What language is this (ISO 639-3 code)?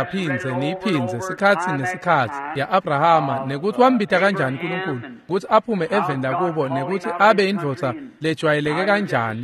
ssw